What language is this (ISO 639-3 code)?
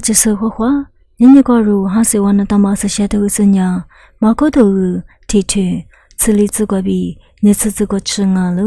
lis